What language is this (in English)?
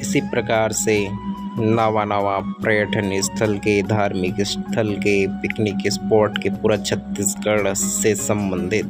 Chhattisgarhi